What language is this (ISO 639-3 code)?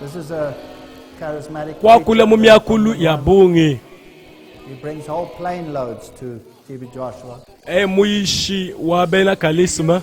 lua